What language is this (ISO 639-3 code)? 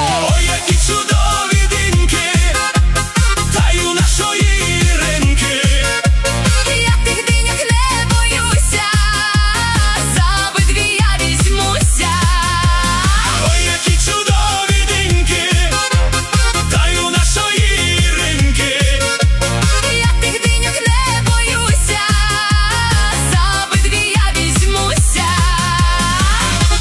ukr